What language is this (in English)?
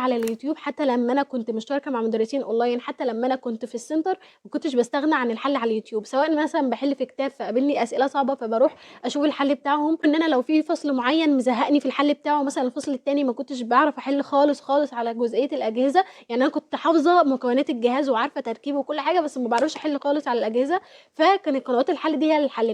Egyptian Arabic